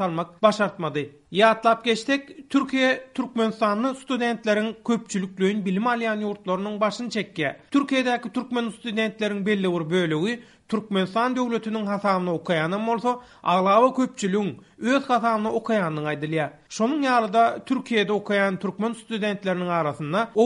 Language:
Turkmen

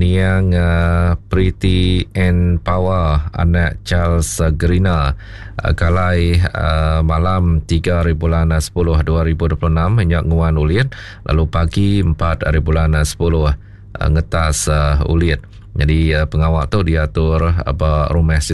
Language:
Iban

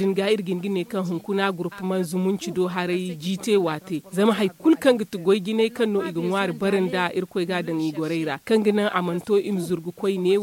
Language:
Zarma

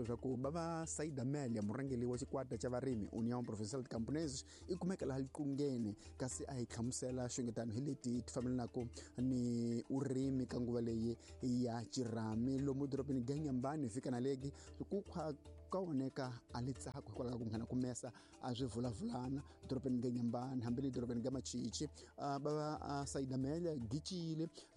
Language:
Tsonga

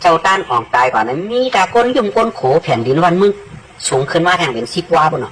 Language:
Shan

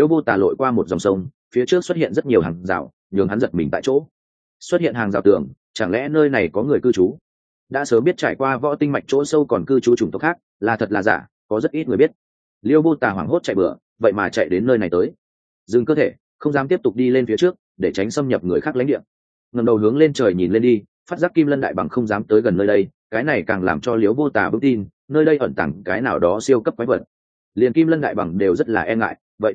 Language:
Vietnamese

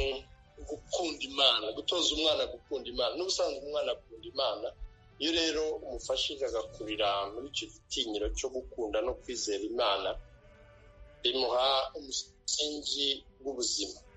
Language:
Kinyarwanda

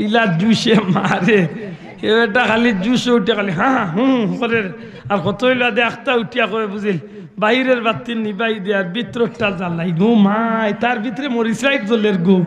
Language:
Sylheti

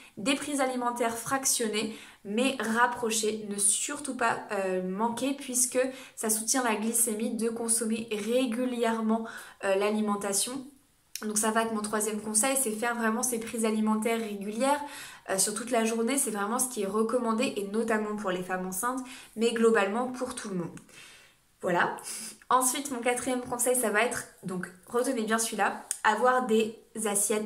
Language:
French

